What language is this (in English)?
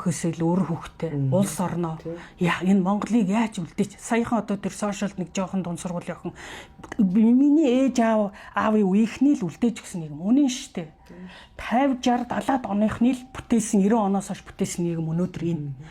Mongolian